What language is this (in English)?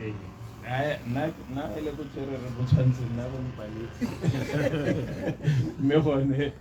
Tswana